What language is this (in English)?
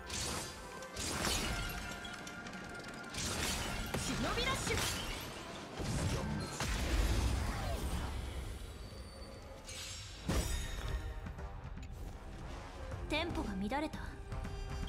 Japanese